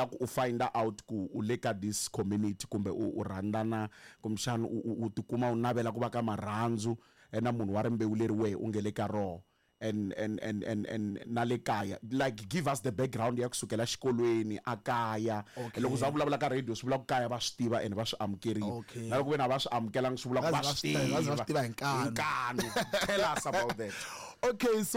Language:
Tsonga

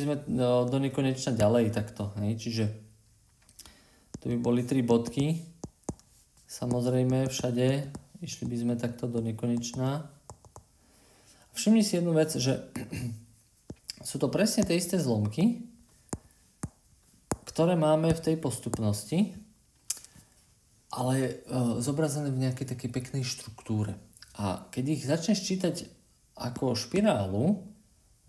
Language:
Slovak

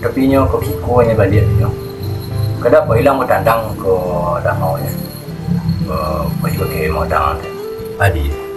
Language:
Minangkabau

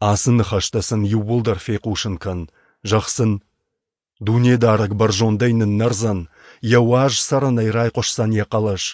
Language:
Ossetic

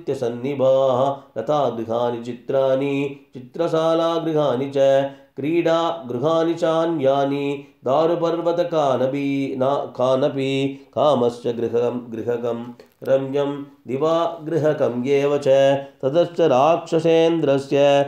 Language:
Sanskrit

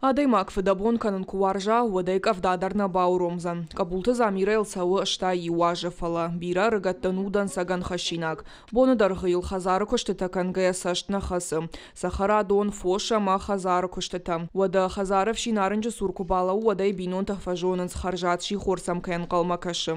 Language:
Ossetic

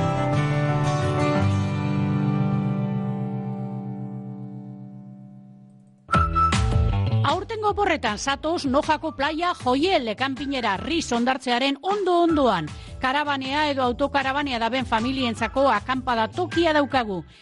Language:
Basque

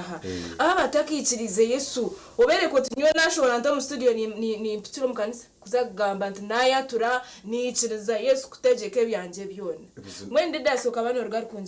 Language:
Nyankole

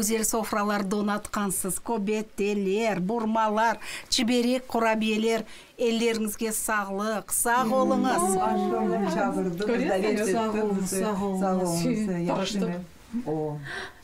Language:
Crimean Tatar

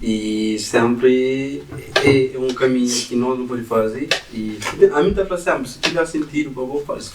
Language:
Kabuverdianu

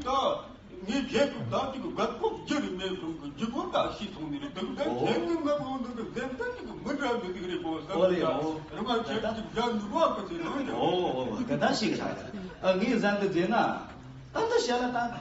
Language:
Tibetan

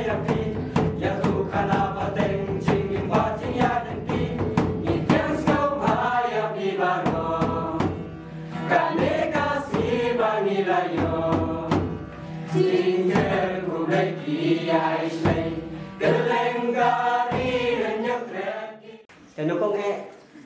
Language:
Khasi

